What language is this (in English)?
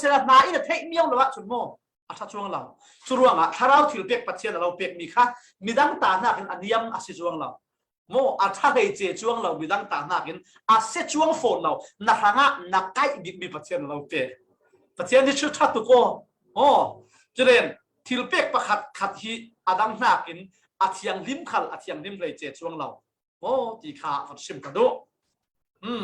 Falam Chin